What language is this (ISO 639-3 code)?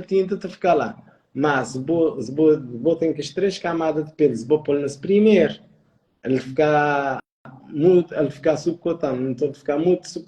kea